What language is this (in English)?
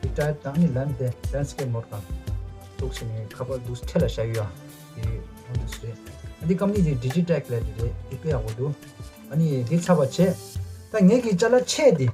Tibetan